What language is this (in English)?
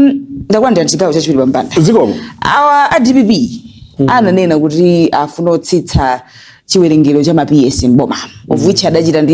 Nyanja